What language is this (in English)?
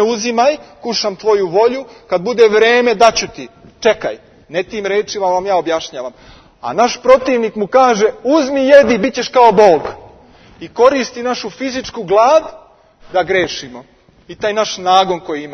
Serbian